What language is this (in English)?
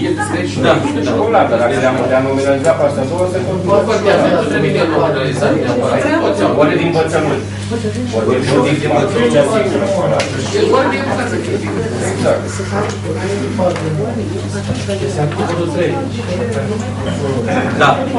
Romanian